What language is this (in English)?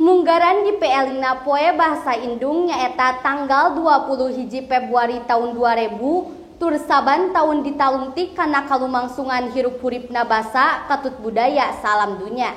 Sundanese